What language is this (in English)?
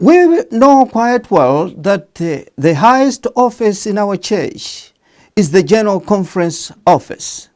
English